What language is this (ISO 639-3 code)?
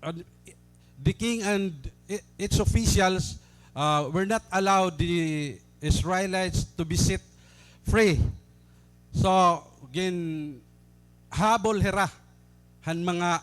war